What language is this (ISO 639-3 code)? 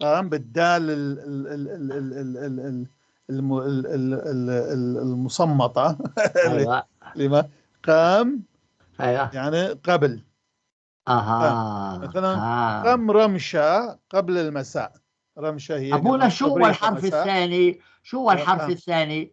apc